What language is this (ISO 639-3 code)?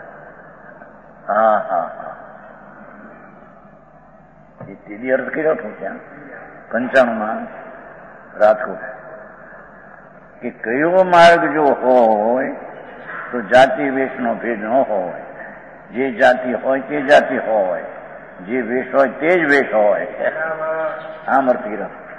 guj